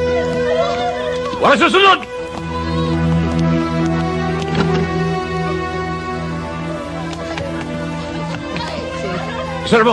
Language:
Filipino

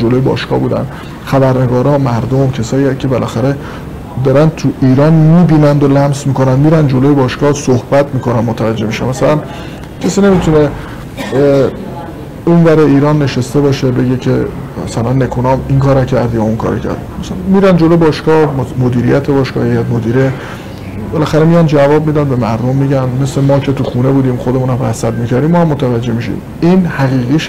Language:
Persian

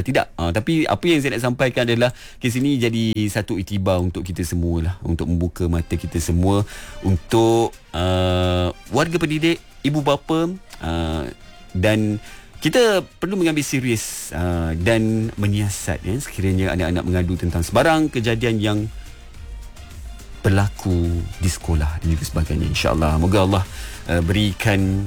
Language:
Malay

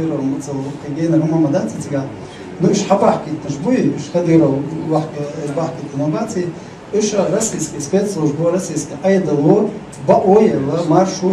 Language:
Chechen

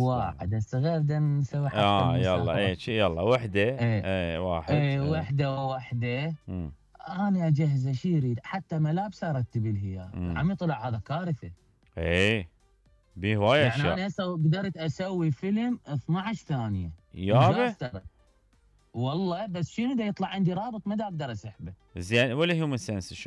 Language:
Mesopotamian Arabic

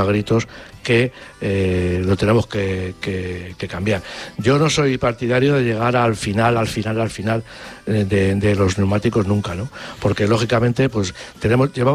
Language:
Spanish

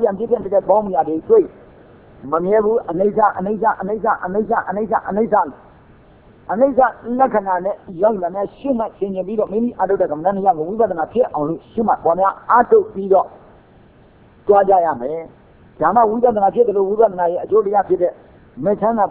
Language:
Burmese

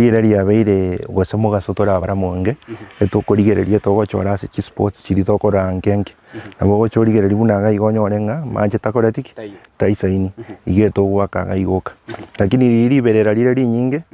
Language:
Gusii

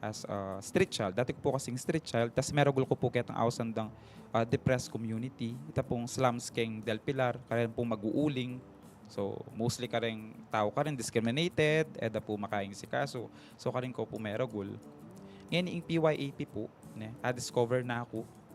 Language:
Pampanga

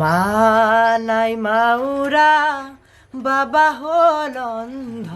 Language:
Assamese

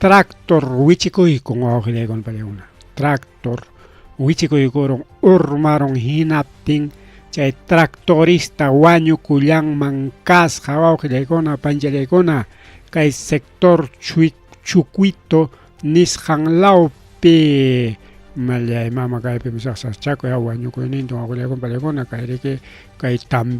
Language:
Ayacucho Quechua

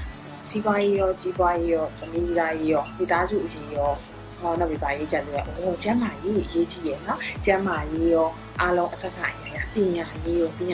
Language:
Burmese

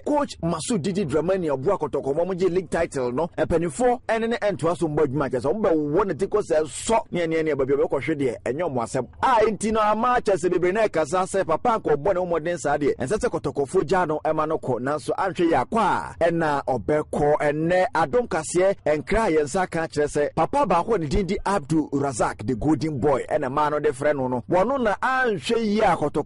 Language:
Akan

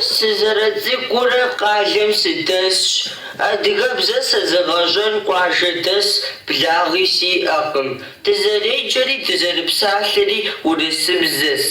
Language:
Kabardian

